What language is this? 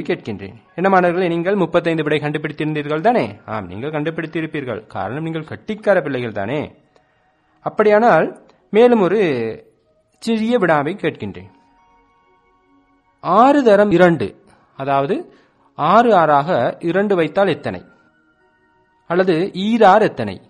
Tamil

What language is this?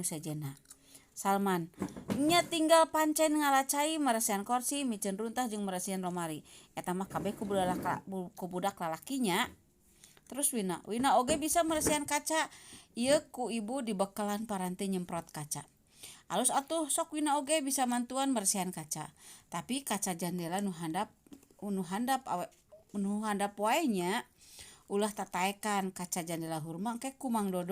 Sundanese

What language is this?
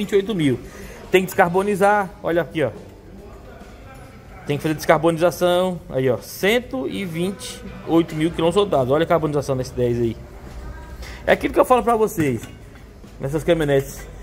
Portuguese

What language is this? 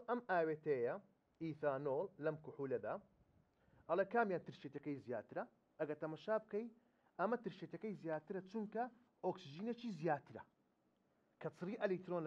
Central Kurdish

